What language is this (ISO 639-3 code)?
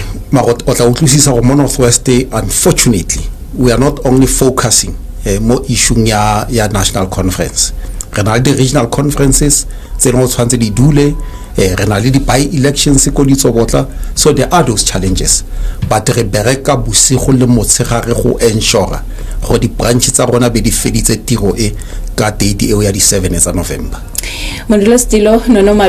tsn